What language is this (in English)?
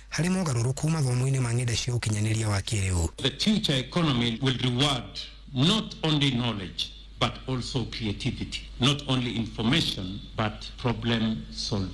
Kikuyu